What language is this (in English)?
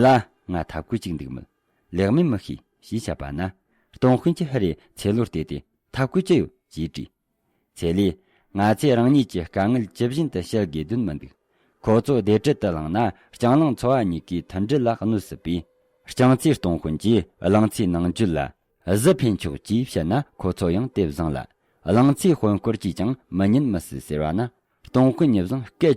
Tibetan